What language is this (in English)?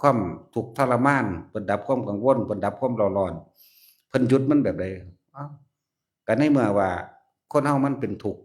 Northeastern Thai